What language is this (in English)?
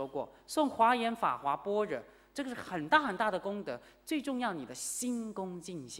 Chinese